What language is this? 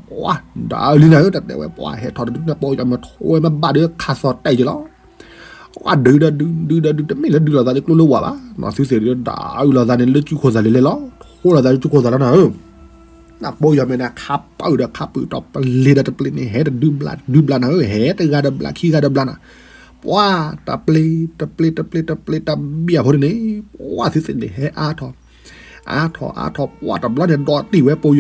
S'gaw Karen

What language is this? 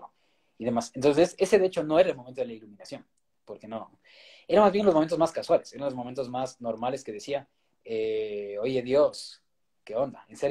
Spanish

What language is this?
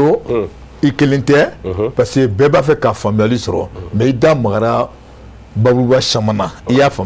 Bambara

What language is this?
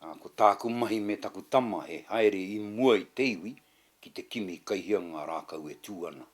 Māori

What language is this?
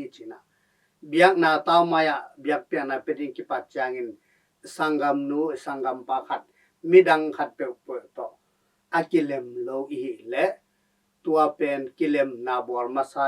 Tedim Chin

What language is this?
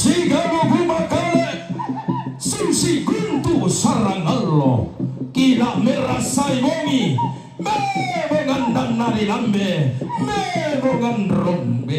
Toraja-Sa'dan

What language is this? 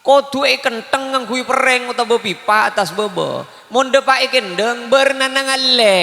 Madurese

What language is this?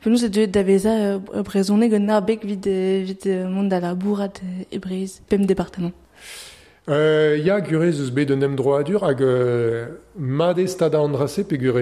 Breton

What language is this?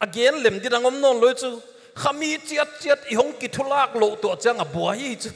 Paite Chin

